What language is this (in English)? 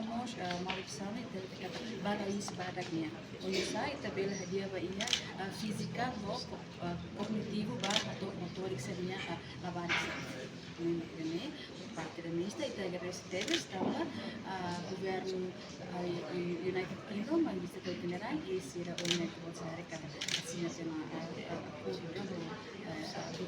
Tetum